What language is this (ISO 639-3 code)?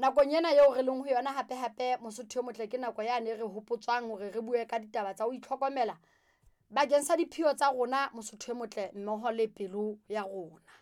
sot